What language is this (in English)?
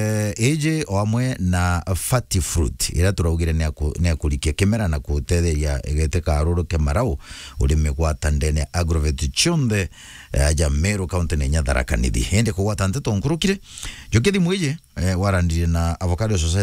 Meru